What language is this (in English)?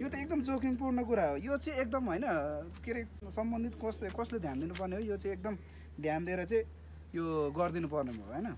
Nepali